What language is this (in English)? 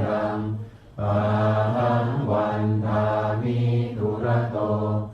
Pali